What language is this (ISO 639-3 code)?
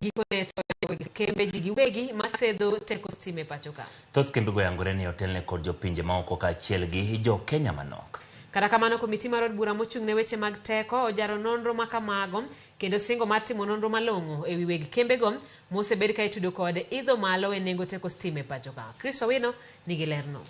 luo